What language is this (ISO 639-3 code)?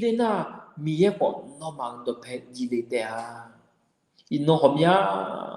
ahk